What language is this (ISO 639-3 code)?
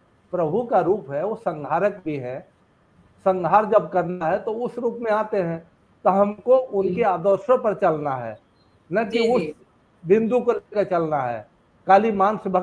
hin